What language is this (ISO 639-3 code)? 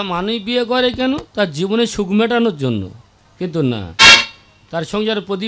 ben